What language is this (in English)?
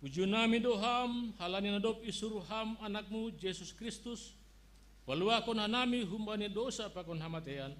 Batak Simalungun